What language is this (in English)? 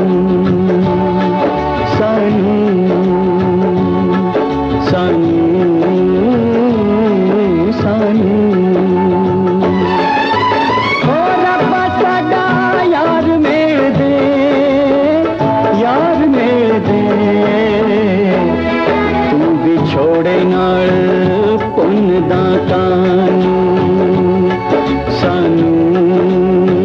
Punjabi